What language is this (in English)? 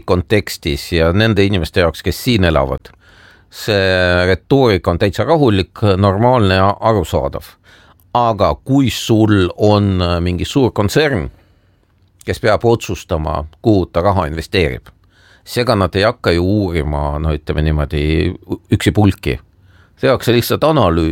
Estonian